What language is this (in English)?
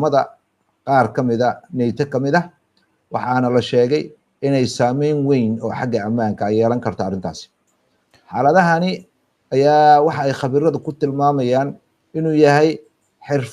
Somali